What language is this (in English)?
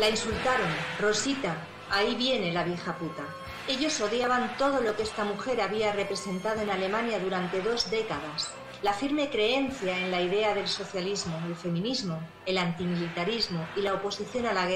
Spanish